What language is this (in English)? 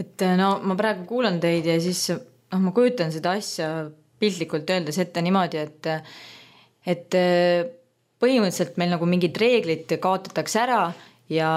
Estonian